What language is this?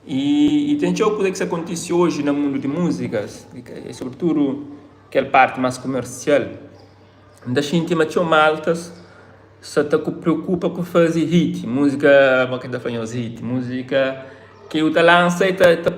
Kabuverdianu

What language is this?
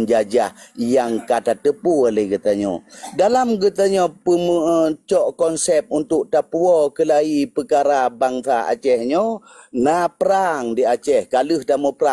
Achinese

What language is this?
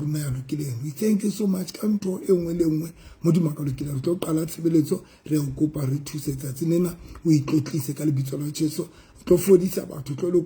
Southern Sotho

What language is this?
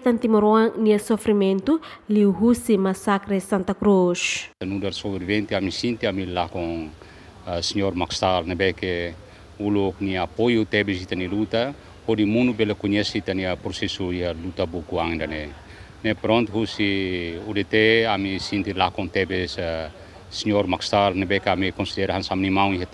Tetum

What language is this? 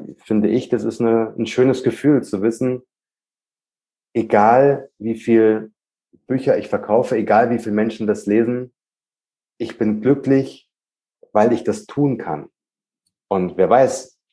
German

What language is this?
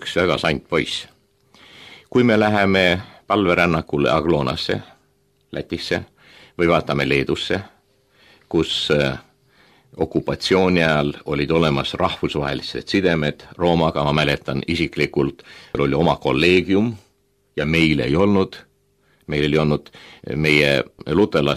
Estonian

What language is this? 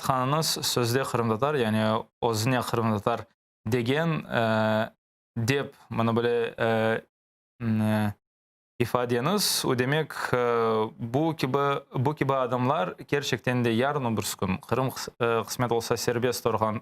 Crimean Tatar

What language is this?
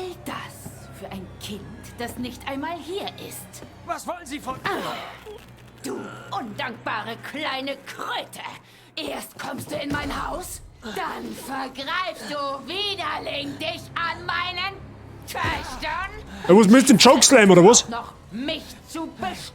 Bavarian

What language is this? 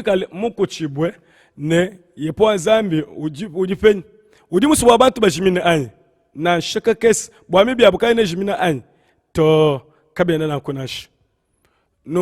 Luba-Lulua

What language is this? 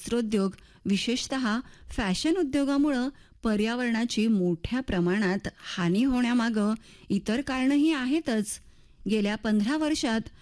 Marathi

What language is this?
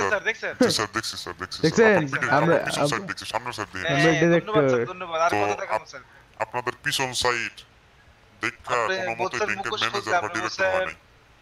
Bangla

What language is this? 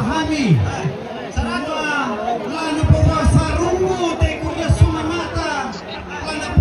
Toraja-Sa'dan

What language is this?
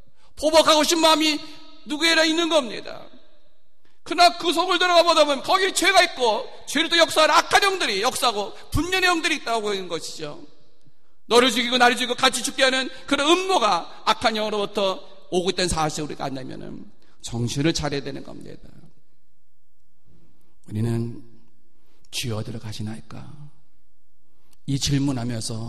Korean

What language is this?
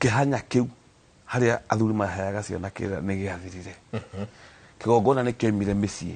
Kikuyu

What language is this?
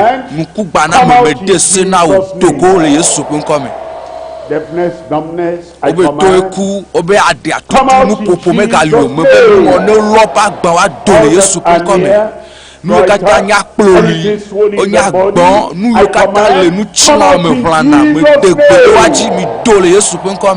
Ewe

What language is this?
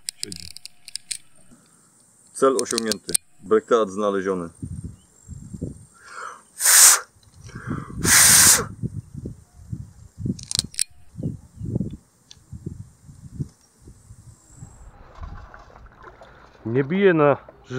Polish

